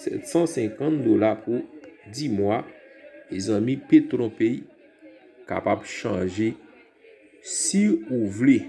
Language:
Haitian Creole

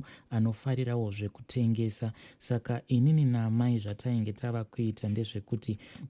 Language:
Shona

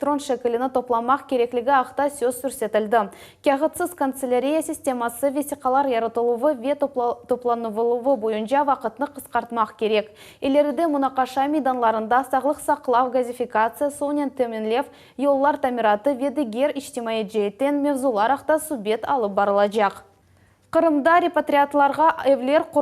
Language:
Crimean Tatar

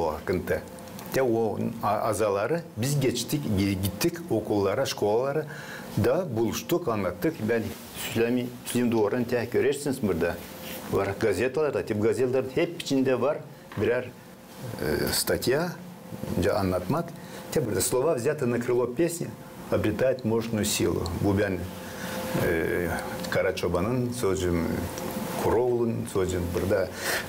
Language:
Gagauz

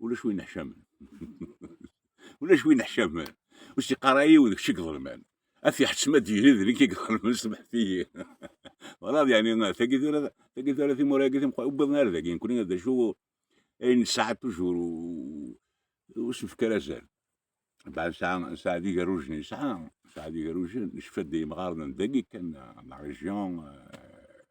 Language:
Kabyle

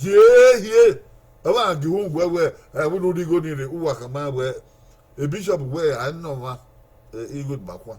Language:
Bini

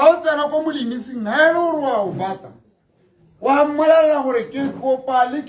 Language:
Tswana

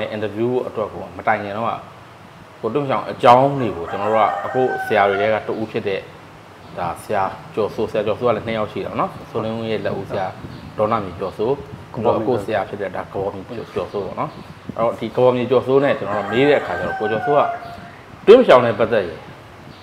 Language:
Burmese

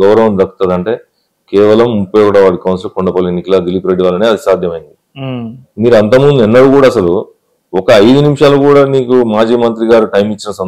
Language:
Telugu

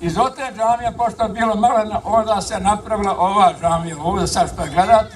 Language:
Bosnian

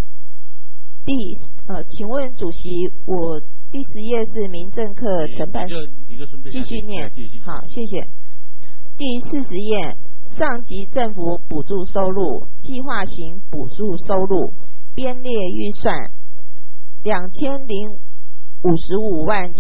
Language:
Chinese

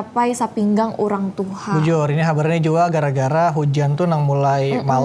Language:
Banjar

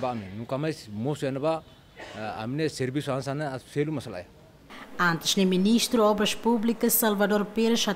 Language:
Tetum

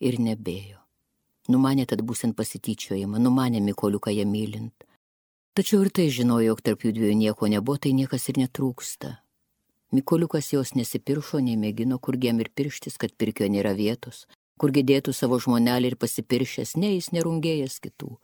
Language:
Lithuanian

